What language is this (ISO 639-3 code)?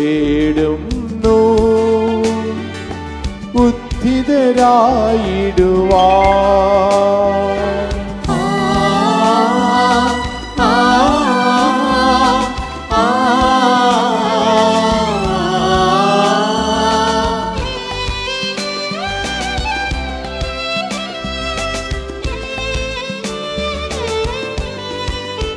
mal